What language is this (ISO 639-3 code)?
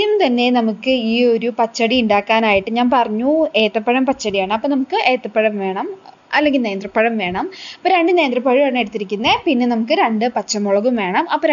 mal